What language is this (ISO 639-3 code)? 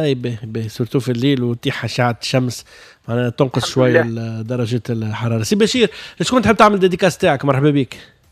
aeb